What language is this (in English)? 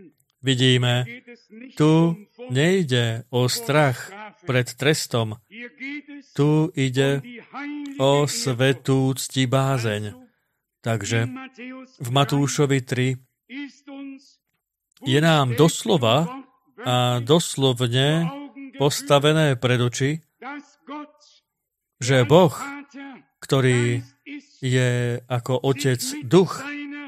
Slovak